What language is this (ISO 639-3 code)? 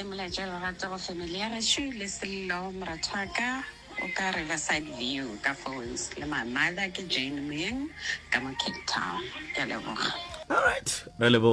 nso